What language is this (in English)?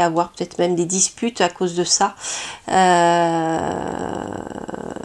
French